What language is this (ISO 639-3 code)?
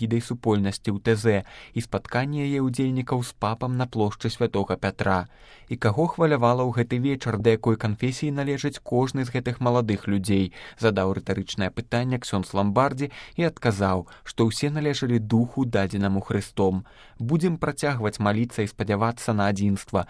bel